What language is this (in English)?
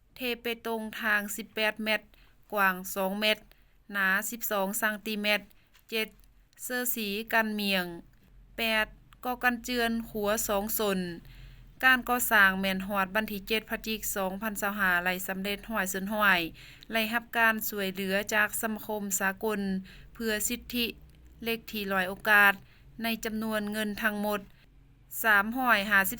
Lao